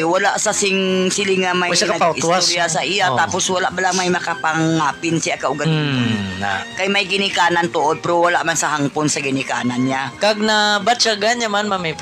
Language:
Hiligaynon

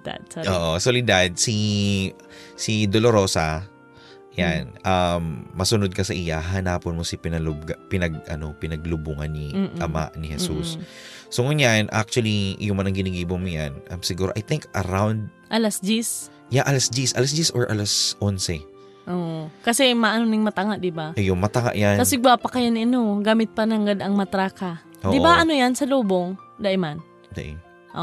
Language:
Bikol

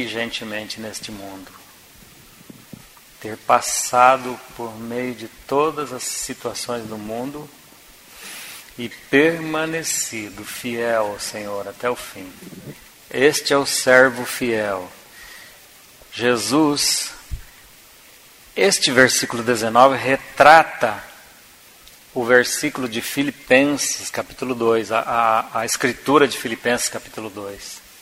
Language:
Portuguese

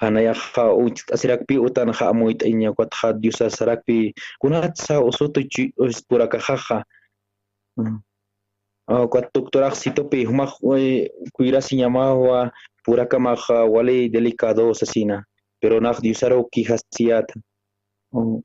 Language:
Aymara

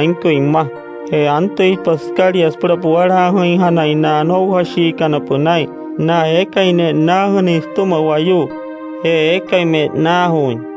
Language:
Wayuu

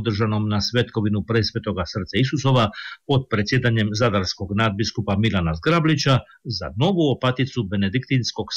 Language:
Croatian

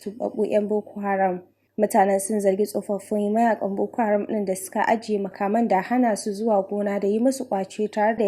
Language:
Hausa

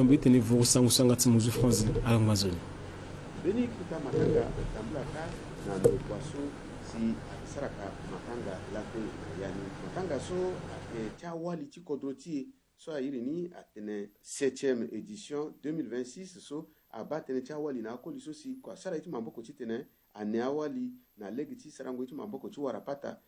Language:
Sango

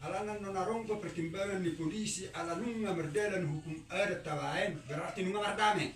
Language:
Batak Toba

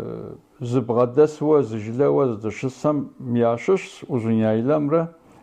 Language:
Kabardian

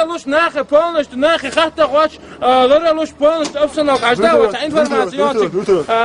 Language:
Chechen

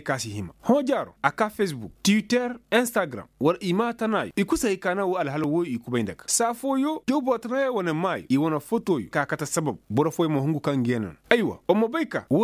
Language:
Koyraboro Senni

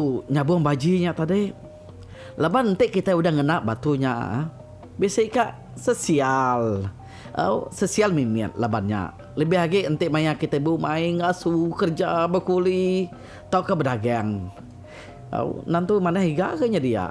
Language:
Iban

